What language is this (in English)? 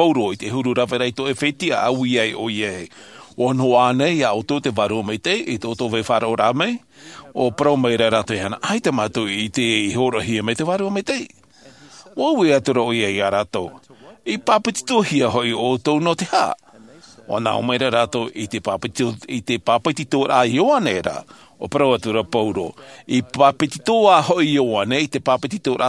Tahitian